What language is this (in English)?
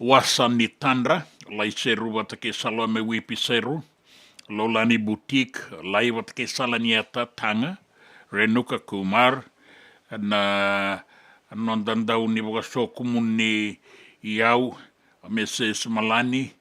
Fijian